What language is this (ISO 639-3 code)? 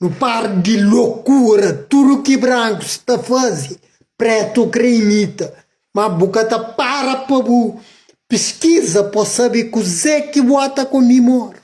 kea